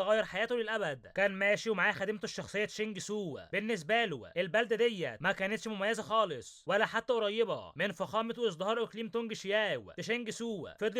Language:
Egyptian Arabic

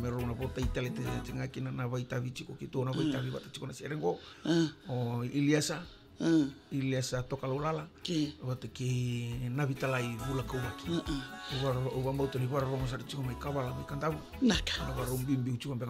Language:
Fijian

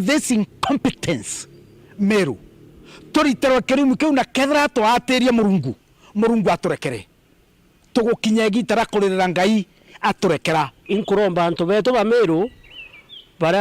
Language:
Meru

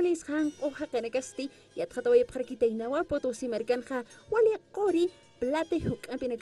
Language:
Aymara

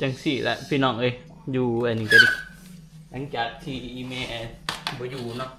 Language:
Northeastern Thai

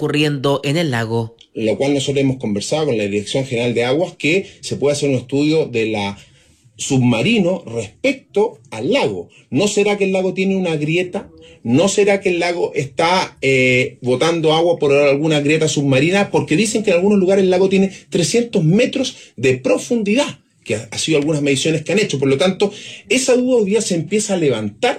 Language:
Spanish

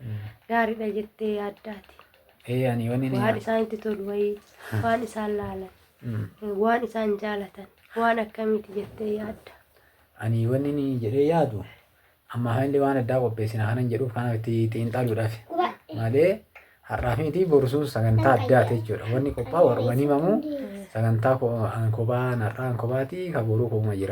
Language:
Oromo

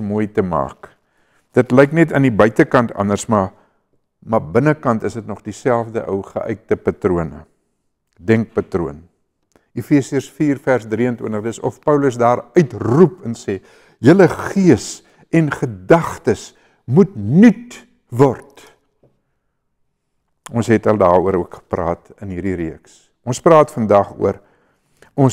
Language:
Afrikaans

